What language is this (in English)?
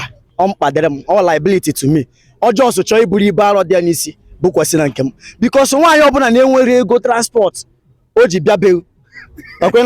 Igbo